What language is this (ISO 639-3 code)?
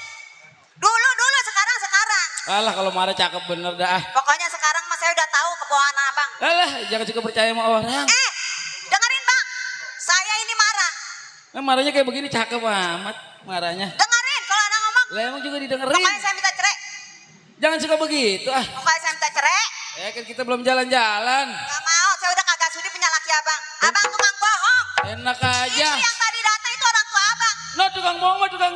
bew